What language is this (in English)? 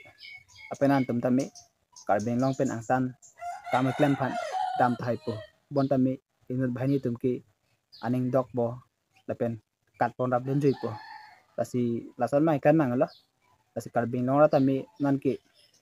Karbi